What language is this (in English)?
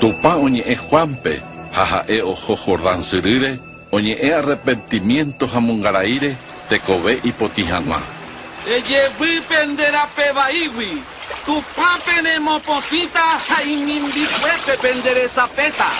Guarani